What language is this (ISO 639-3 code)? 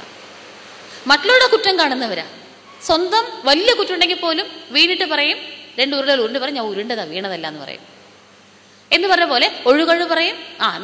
mal